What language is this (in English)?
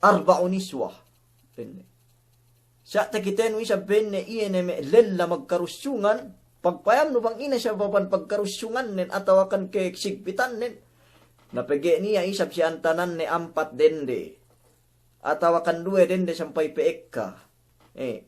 Yakan